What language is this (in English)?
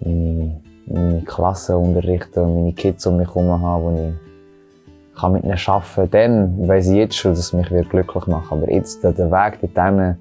Swiss German